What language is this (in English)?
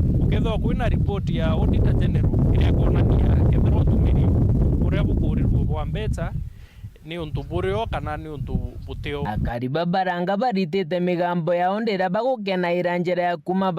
Meru